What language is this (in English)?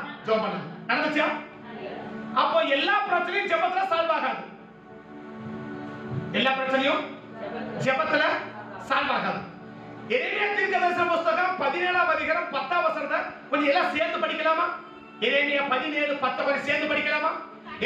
Tamil